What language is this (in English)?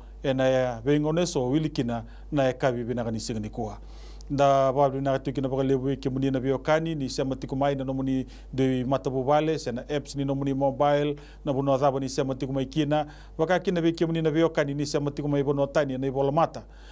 Fijian